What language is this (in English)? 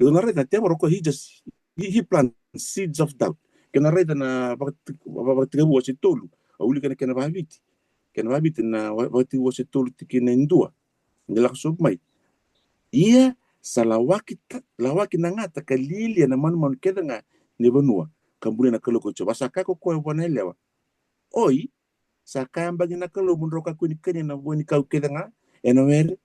Fijian